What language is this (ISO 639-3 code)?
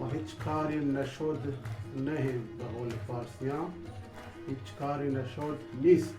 bal